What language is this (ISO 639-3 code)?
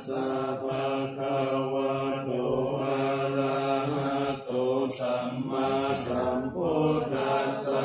pli